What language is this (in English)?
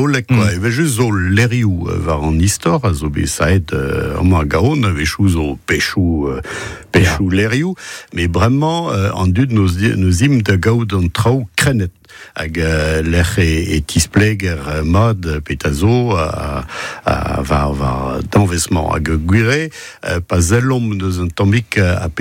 Breton